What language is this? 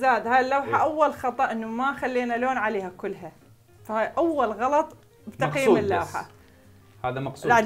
Mesopotamian Arabic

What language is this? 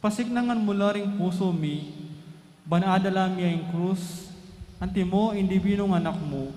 Pampanga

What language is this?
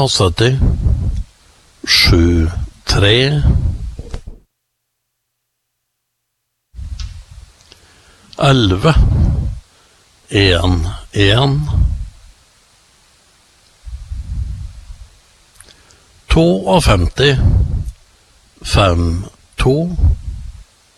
Norwegian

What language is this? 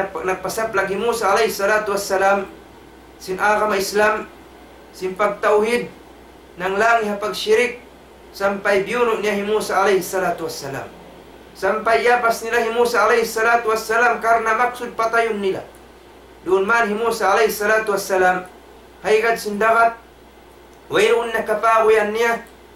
Tausug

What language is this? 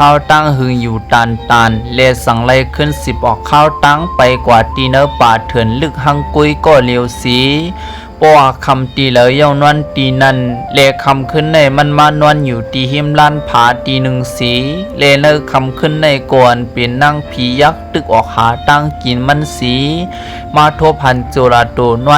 Shan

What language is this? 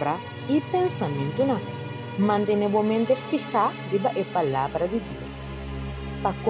Papiamento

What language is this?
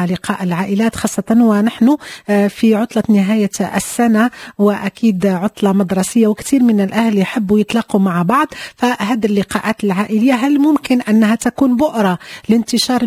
Moroccan Arabic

